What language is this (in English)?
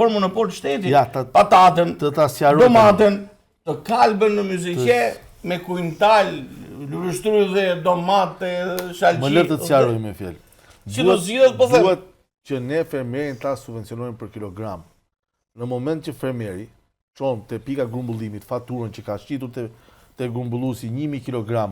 Albanian